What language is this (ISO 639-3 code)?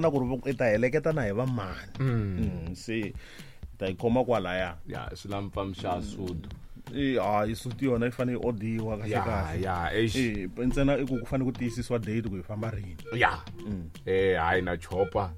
tso